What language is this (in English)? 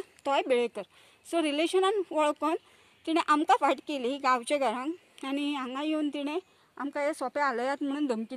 Konkani